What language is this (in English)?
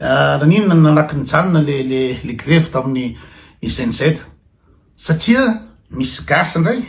Malagasy